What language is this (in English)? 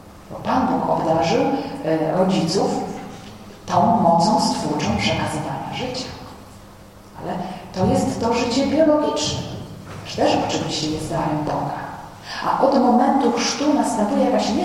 Polish